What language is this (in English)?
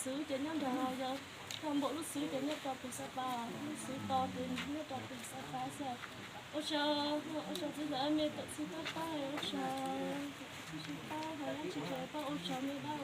Hmong